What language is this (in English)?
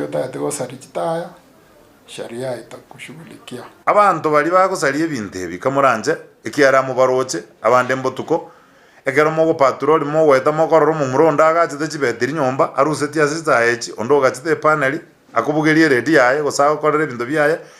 Gusii